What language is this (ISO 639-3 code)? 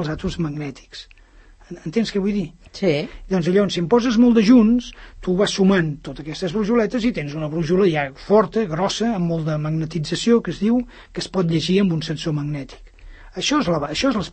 cat